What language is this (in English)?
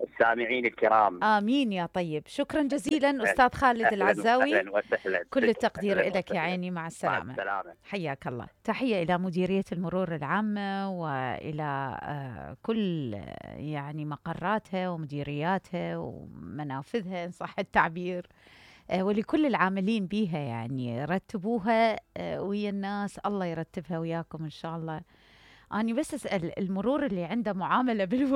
Mesopotamian Arabic